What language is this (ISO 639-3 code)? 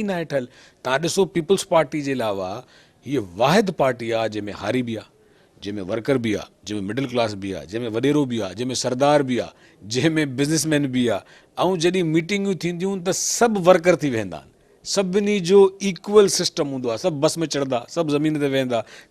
snd